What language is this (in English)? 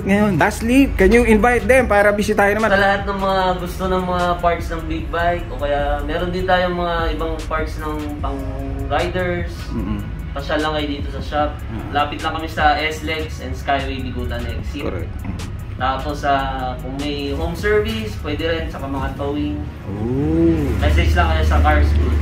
Filipino